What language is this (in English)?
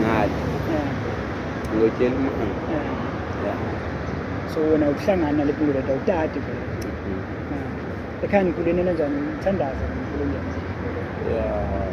Zulu